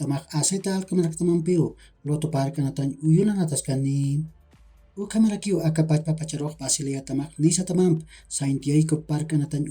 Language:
Aymara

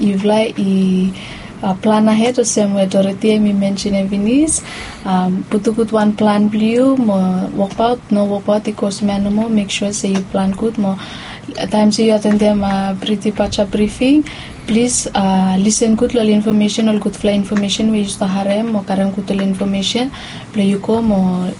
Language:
Bislama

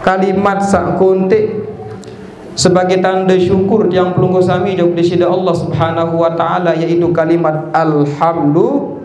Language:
Sasak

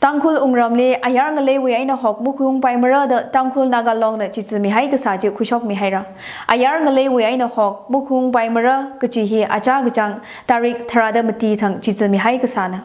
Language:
Tangkhul Naga (India)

